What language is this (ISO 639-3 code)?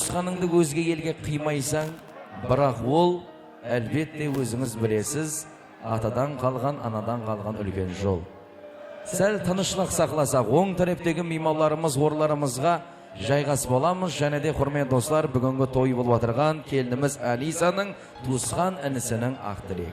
kaa